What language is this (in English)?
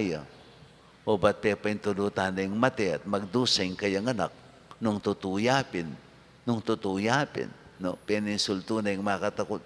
Pampanga